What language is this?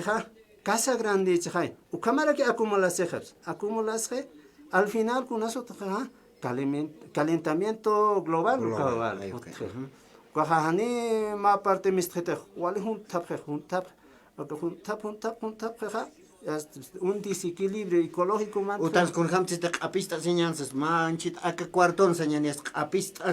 Aymara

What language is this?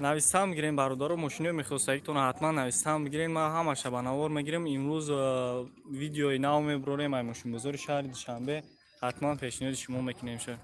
Tajik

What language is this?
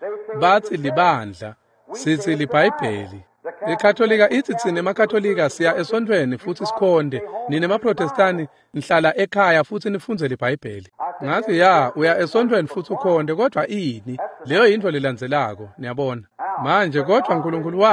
Swati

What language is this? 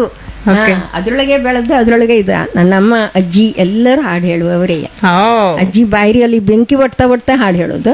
Kannada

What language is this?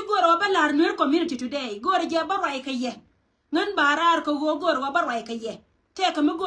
Nuer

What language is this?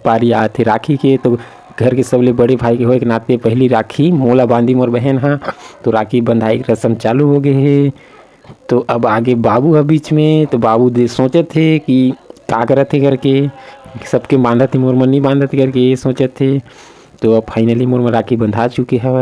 Chhattisgarhi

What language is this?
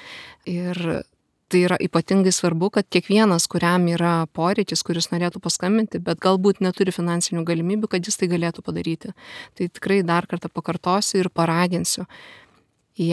Lithuanian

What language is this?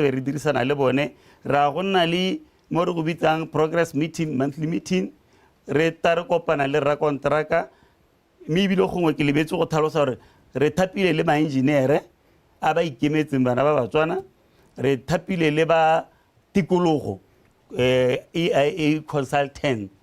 Tswana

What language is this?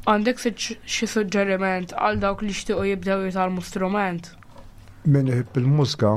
Maltese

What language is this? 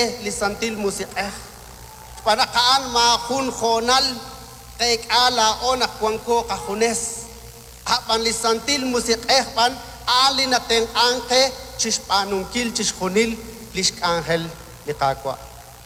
Kekchí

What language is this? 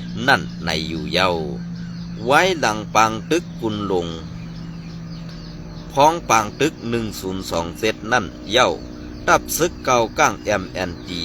Shan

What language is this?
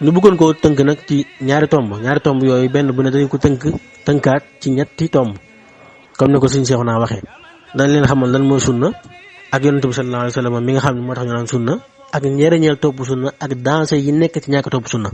Wolof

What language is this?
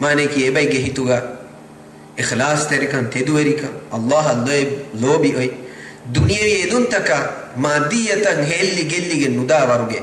Divehi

